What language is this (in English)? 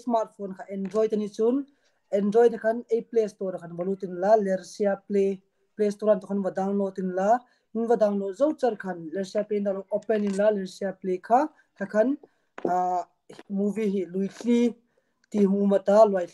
Hmar